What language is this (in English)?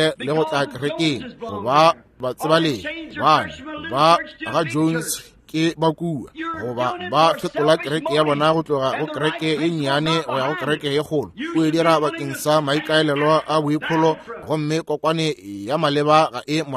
Northern Sotho